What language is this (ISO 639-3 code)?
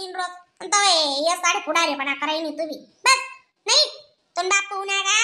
khn